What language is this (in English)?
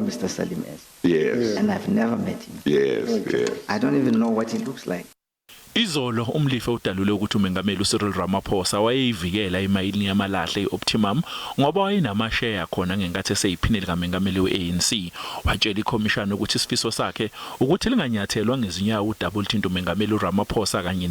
Zulu